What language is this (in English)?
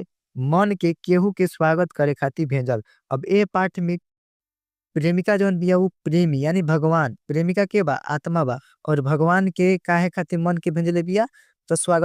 Bhojpuri